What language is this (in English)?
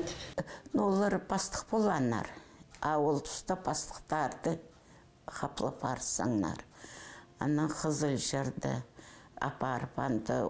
Khakas